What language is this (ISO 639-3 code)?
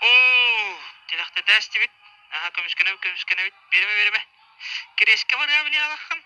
sah